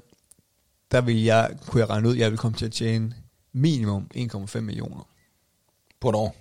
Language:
Danish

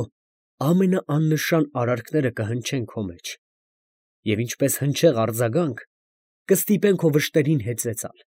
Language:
Armenian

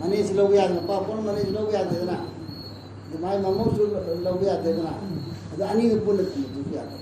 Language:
Manipuri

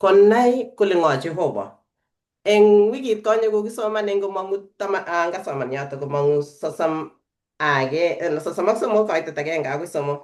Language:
Kalenjin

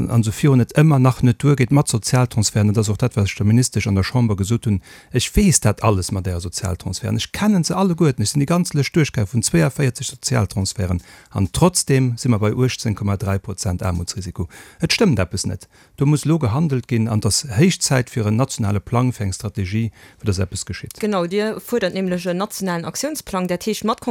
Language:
Luxembourgish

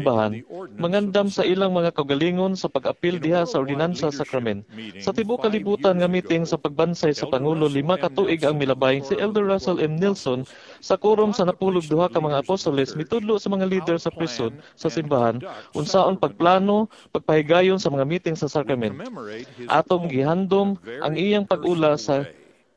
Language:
Cebuano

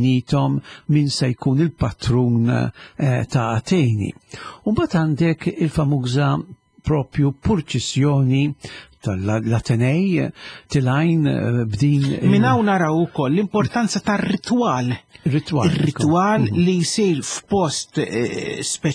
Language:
Maltese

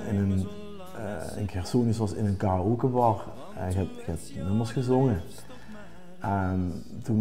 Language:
Limburgish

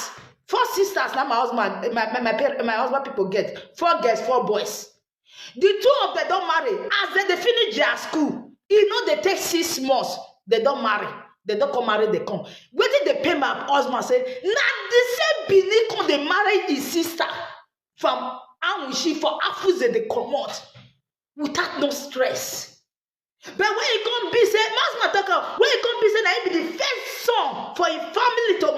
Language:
Nigerian Pidgin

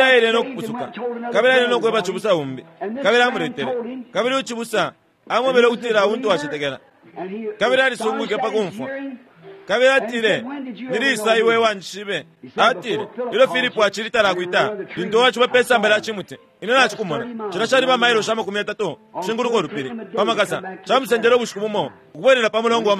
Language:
Bemba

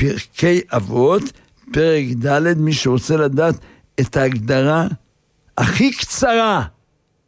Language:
Hebrew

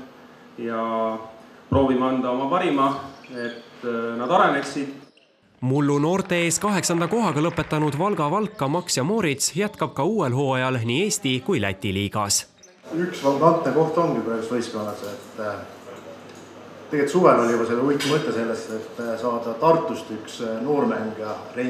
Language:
Estonian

